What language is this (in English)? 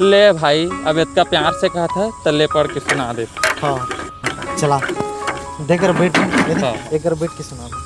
Chhattisgarhi